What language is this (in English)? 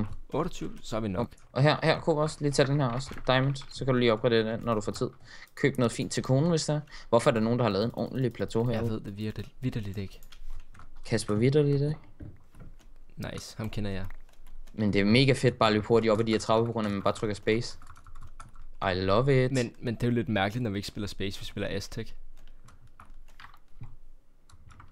Danish